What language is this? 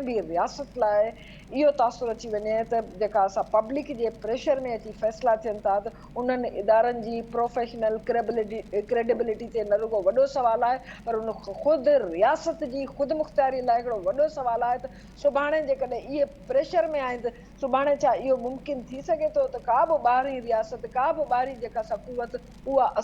Sindhi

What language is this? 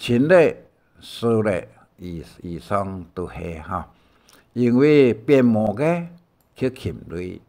Hakka Chinese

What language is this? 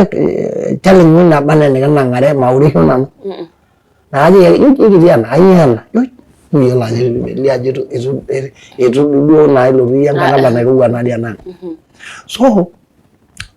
Masai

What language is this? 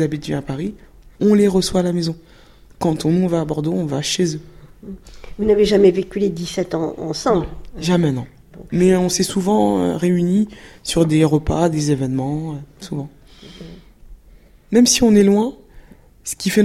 French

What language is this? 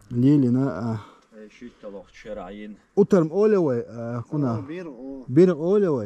Chechen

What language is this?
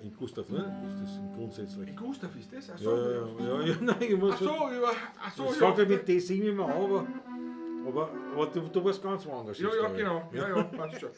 Bavarian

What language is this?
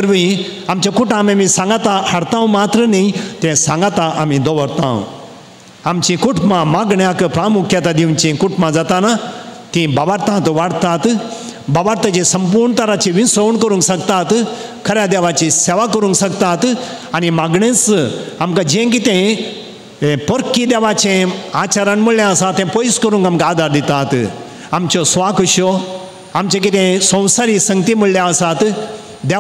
Konkani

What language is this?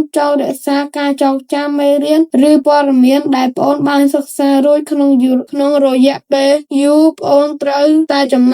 Khmer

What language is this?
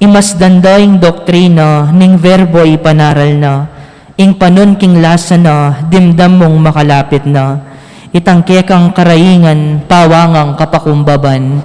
Pampanga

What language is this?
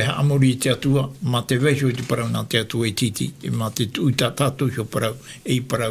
Tahitian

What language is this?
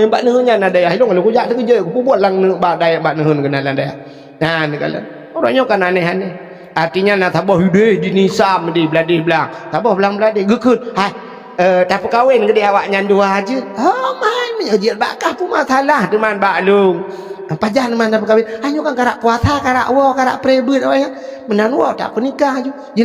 Achinese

